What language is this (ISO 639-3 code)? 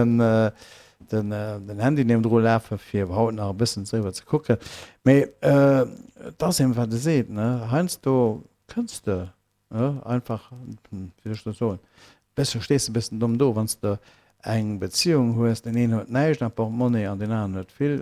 ltz